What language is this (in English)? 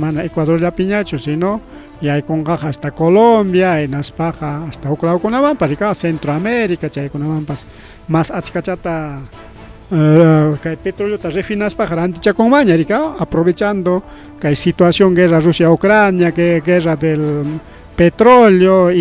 Ayacucho Quechua